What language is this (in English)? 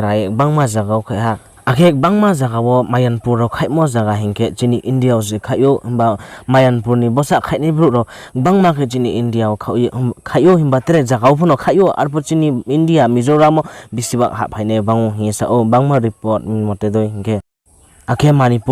Riang (India)